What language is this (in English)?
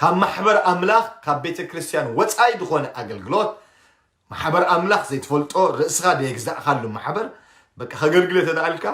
Tigrinya